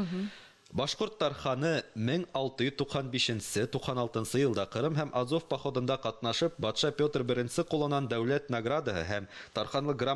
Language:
Bashkir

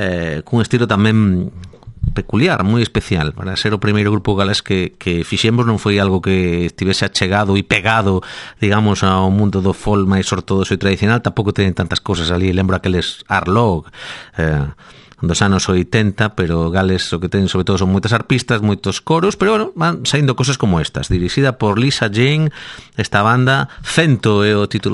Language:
Galician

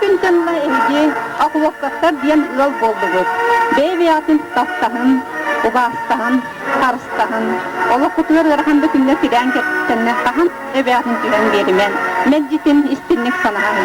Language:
Yakut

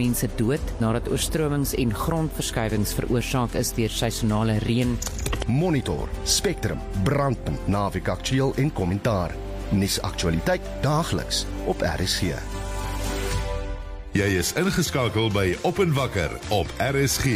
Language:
Afrikaans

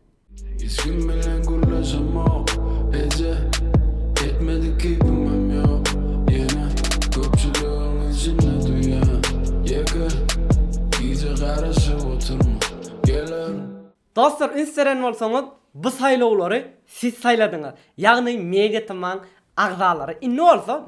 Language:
Turkmen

